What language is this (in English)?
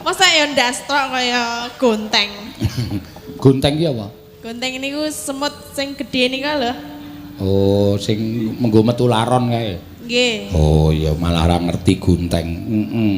Javanese